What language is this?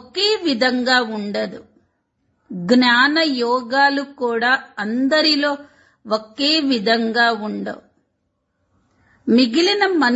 Telugu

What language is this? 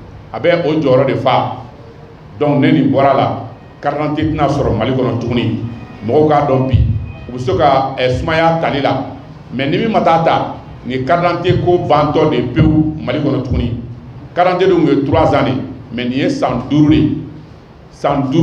Bambara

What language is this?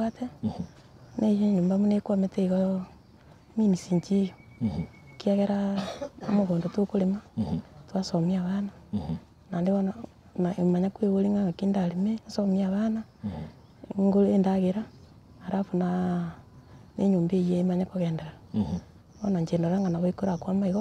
Gusii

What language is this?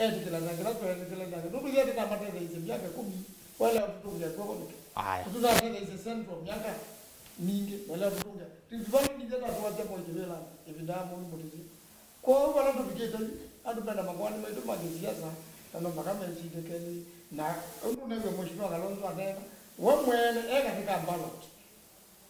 Kamba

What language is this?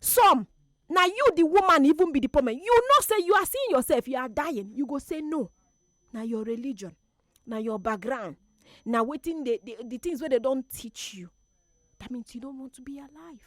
Nigerian Pidgin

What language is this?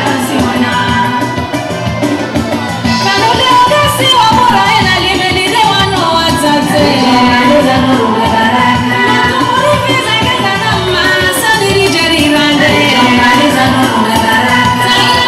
Swahili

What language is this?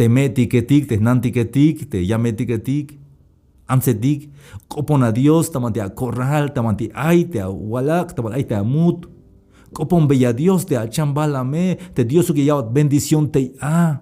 Tzeltal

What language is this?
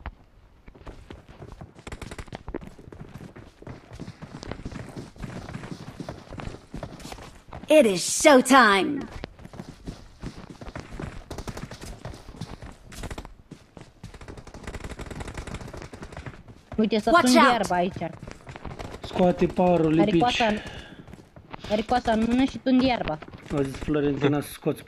Romanian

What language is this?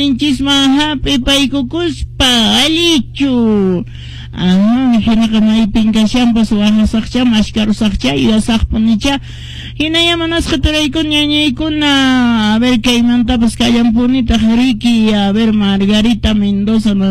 Quechua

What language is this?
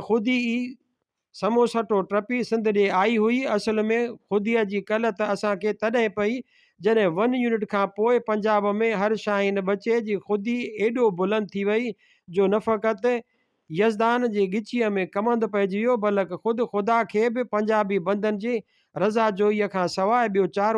Sindhi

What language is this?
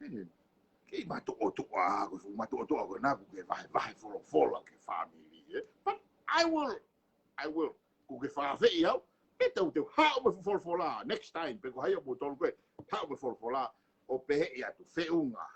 Tongan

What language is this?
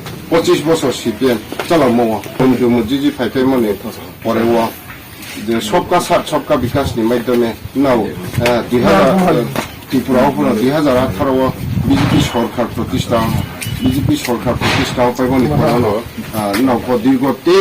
Riang (India)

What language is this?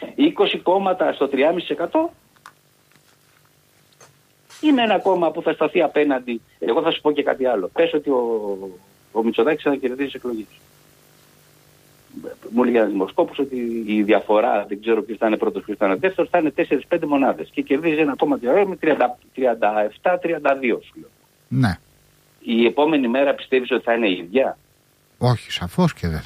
Greek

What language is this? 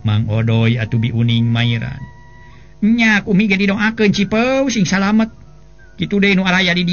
Sundanese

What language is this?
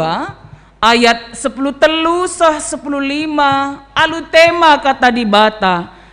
Batak Karo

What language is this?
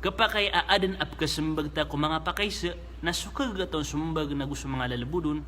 Maranao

